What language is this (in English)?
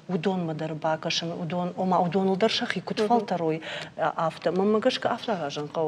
Ossetic